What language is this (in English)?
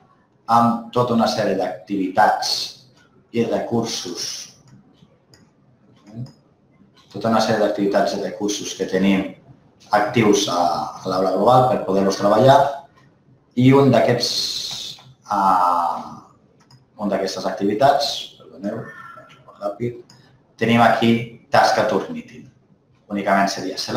Catalan